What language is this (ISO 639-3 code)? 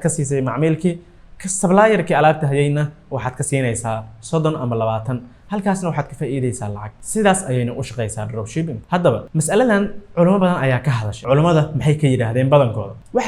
som